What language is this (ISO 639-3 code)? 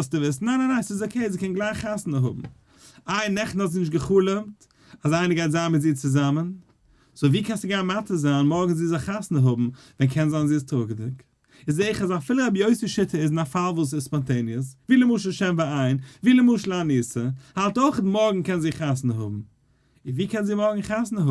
yid